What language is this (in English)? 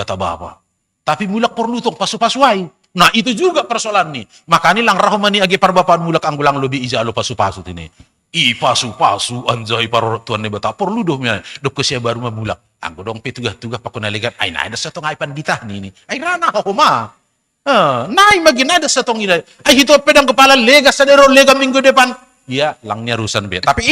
Batak Simalungun